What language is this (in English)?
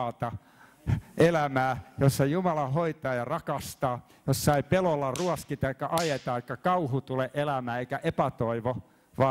Finnish